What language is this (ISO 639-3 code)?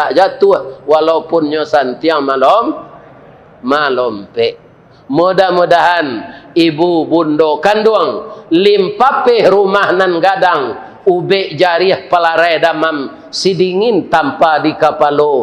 min